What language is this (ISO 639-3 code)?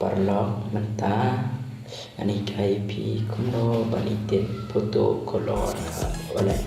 kha